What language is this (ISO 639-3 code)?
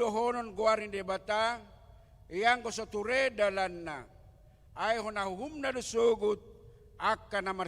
bbc